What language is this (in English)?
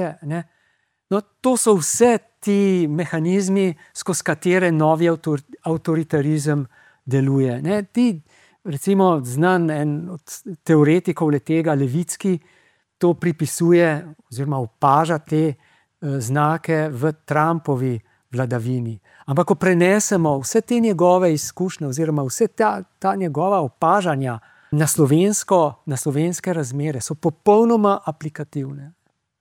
Slovenian